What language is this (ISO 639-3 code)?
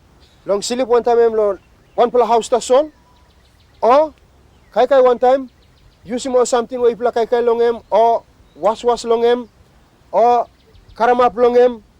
tpi